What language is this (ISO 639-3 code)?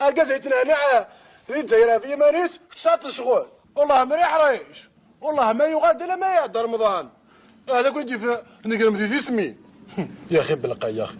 kab